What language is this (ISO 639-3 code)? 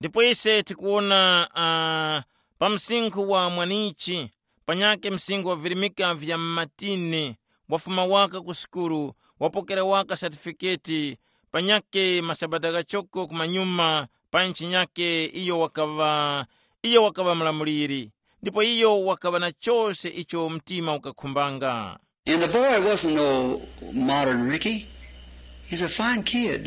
tum